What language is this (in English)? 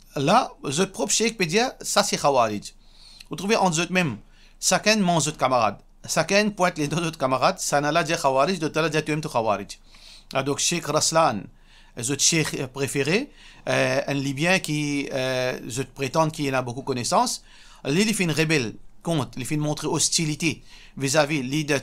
Morisyen